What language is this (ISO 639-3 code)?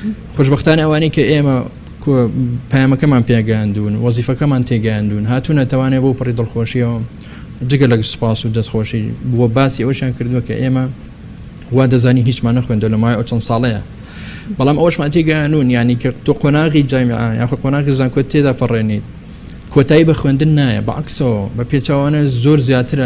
ckb